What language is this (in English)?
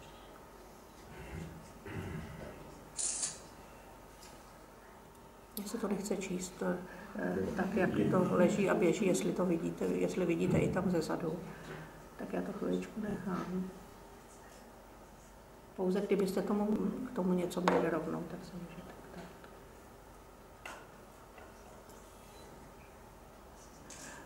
Czech